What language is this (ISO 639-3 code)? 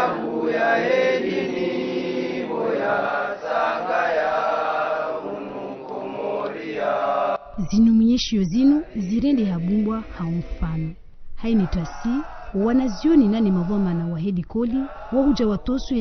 zdj